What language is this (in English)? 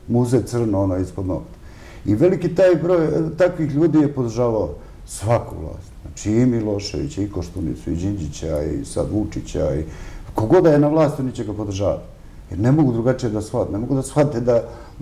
Serbian